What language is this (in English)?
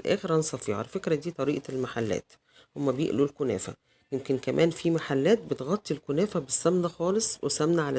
Egyptian Arabic